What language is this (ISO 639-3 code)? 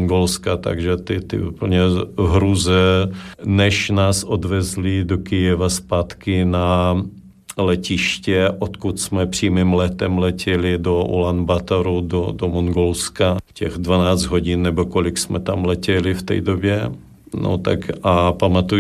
ces